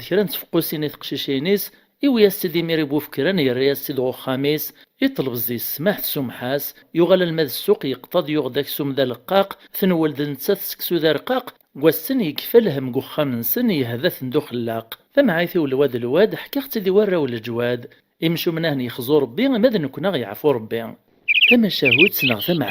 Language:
Kabyle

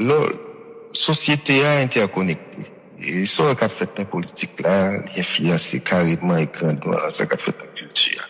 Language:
Haitian Creole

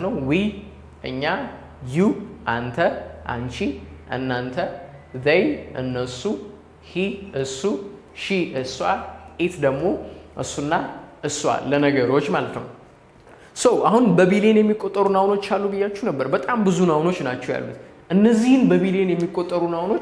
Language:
Amharic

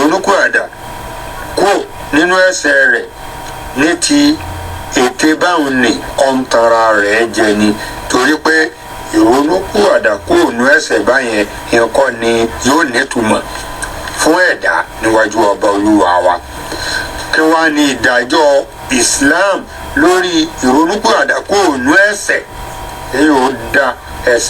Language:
Yoruba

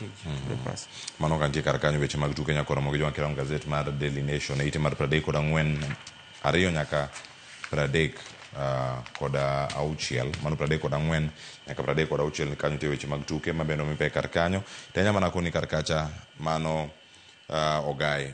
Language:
Luo (Kenya and Tanzania)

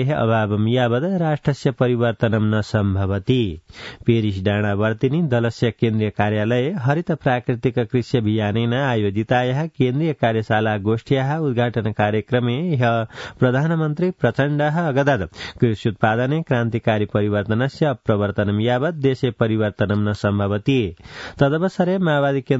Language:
Sanskrit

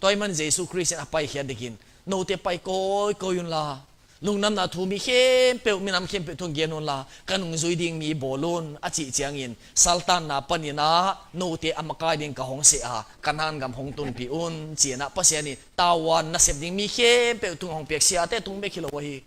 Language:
Tedim Chin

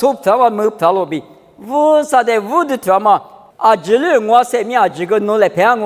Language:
Lisu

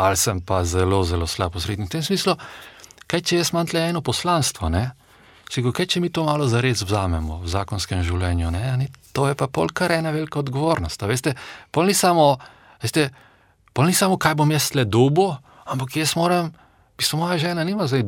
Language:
Slovenian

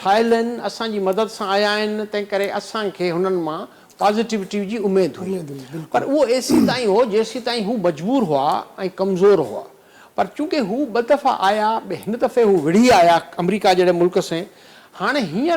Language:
Sindhi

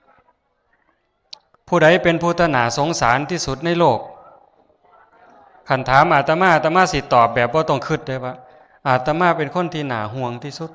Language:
Northeastern Thai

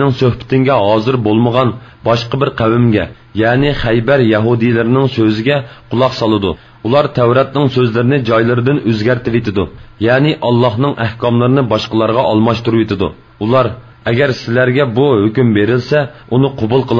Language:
Uyghur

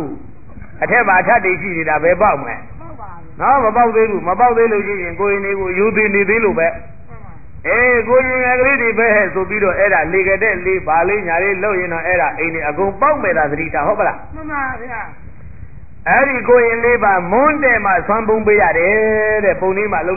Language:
Burmese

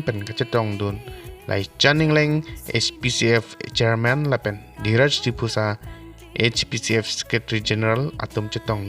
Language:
Karbi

